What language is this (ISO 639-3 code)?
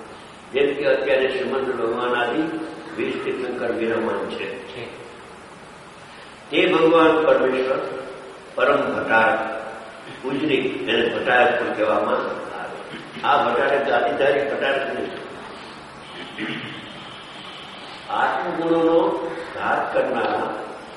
guj